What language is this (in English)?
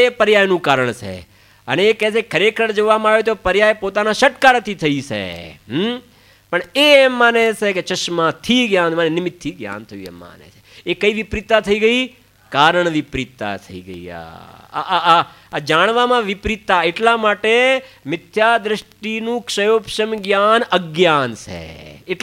Gujarati